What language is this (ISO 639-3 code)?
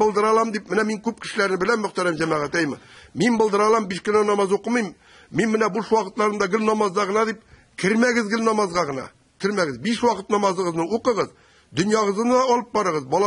tat